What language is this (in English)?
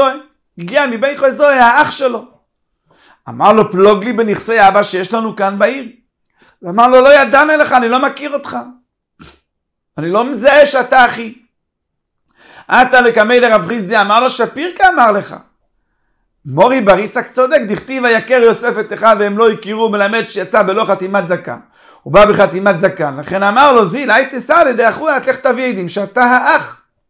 Hebrew